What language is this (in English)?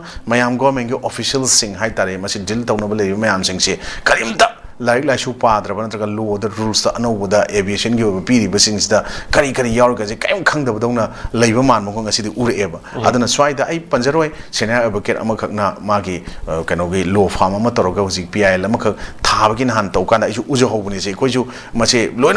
Manipuri